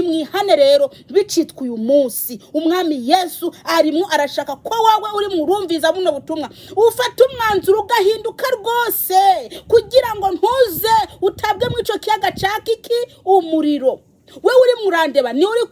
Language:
Kinyarwanda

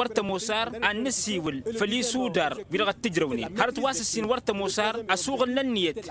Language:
Tamasheq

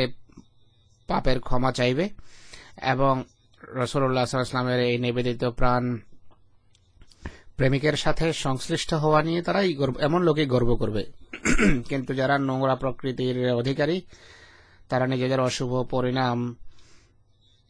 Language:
Bangla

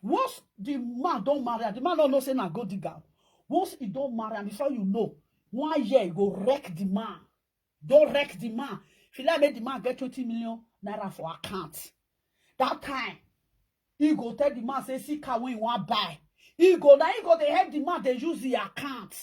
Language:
Nigerian Pidgin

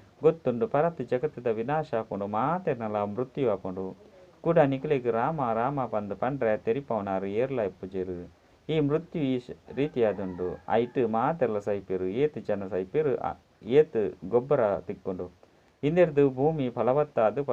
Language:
Tulu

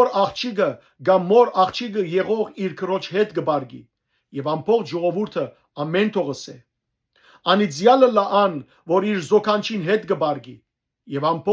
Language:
Western Armenian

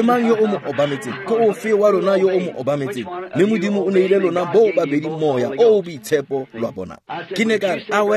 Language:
Tswana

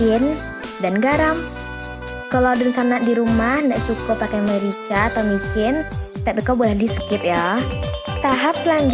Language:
Minangkabau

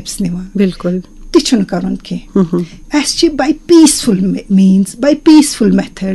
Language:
Kashmiri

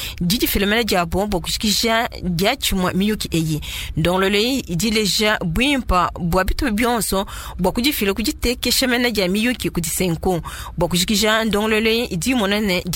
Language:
Luba-Lulua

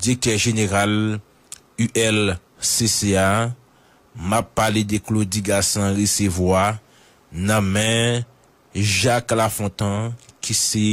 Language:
Haitian Creole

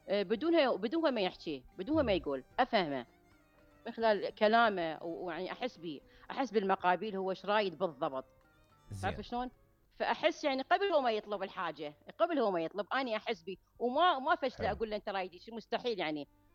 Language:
Mesopotamian Arabic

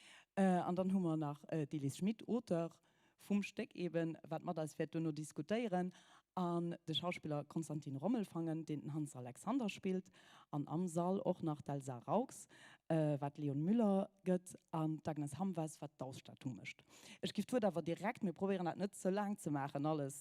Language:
Luxembourgish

